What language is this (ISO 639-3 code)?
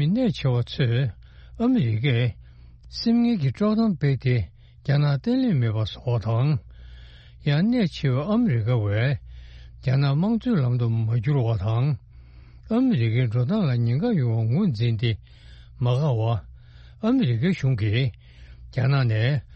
bod